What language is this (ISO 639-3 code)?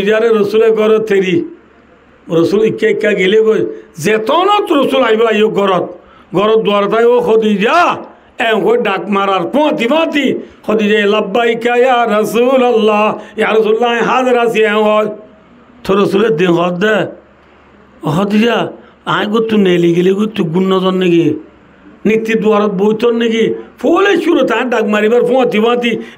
rhg